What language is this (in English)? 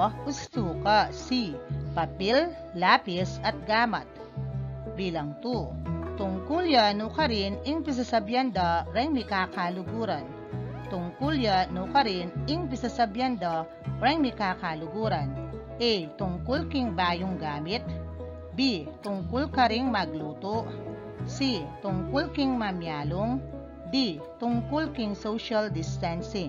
Pampanga